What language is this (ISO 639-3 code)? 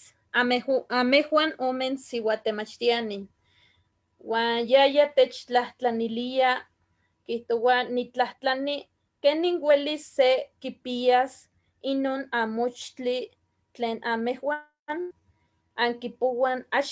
nhe